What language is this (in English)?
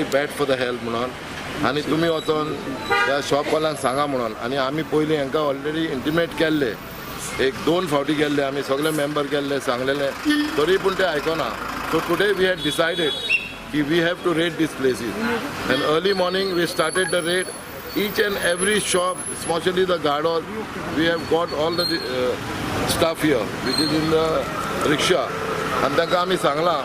Konkani